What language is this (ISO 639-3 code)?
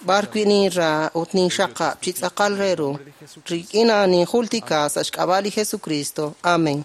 kek